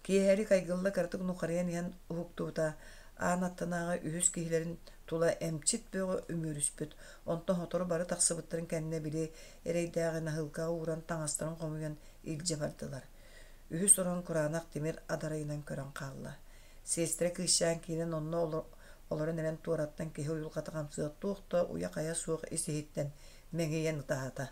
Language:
Yakut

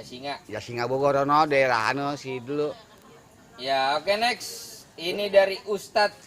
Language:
Betawi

